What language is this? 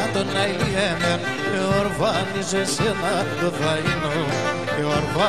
Greek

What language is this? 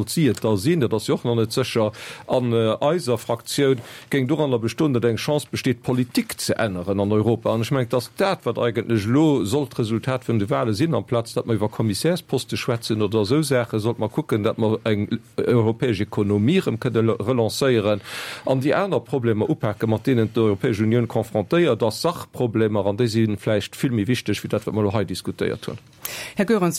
Luxembourgish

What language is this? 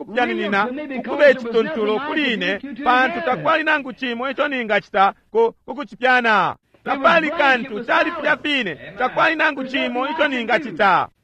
Bemba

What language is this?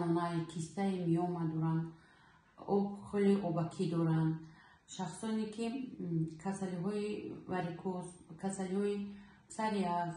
Tajik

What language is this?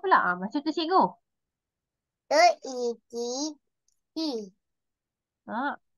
Malay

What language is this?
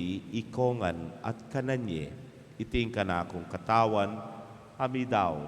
Pampanga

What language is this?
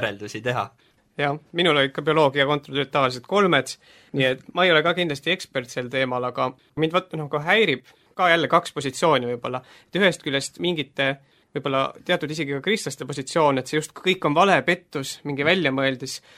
Estonian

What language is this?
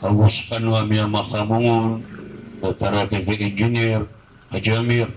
Maranao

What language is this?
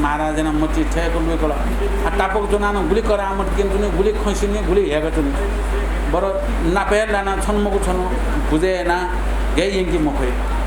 Newari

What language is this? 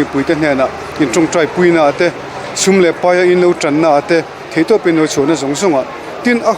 Mizo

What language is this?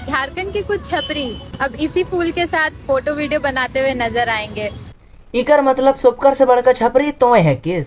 Sadri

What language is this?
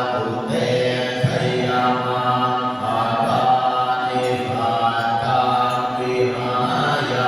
Pali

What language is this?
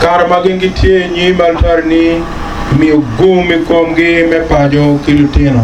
Acoli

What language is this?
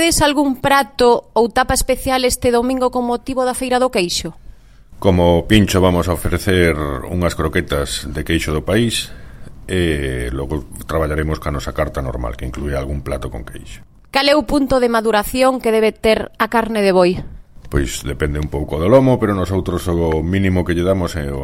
Galician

